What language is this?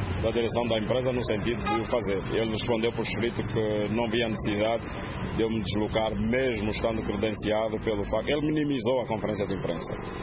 Portuguese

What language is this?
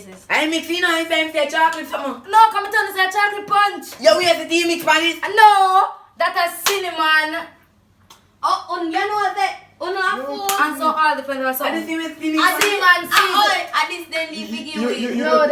Jamaican Creole English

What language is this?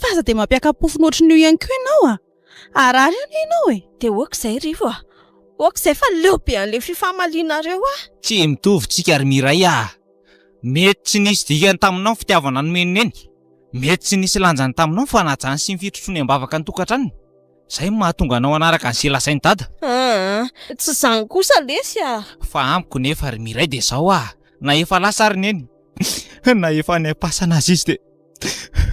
Malagasy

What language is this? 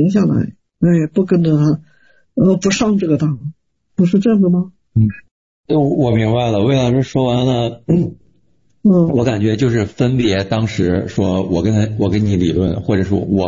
Chinese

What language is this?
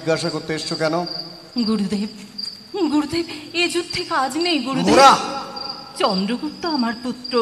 Bangla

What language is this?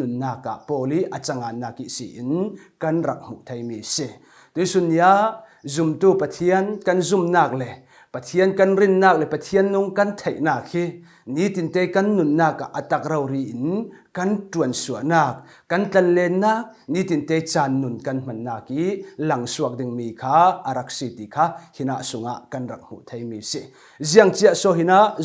Falam Chin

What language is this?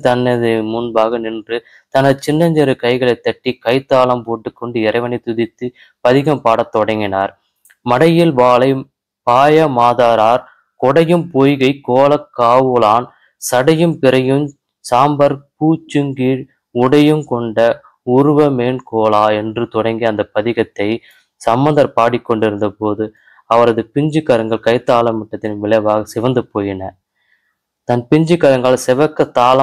Tamil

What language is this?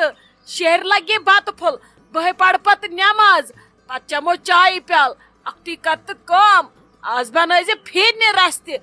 Kashmiri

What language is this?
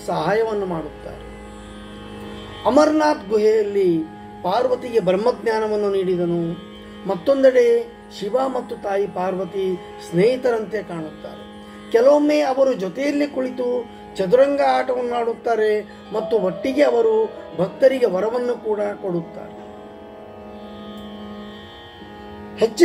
Kannada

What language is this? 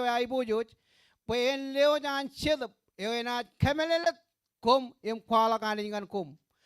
Marshallese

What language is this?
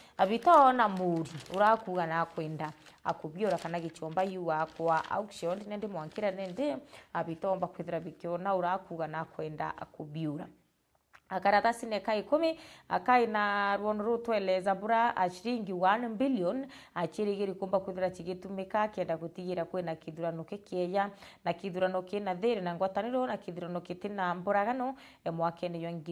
Meru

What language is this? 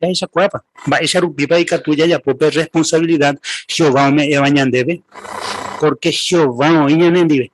Guarani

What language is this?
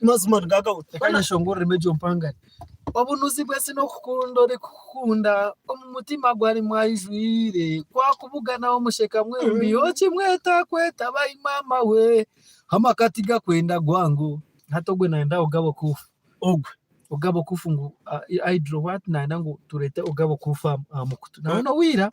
Nyankole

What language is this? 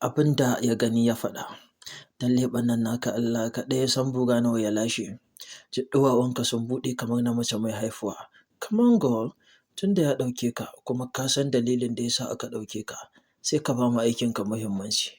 Hausa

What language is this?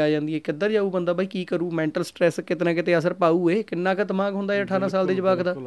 Punjabi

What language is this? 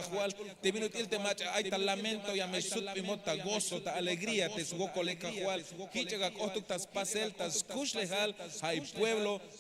Tzeltal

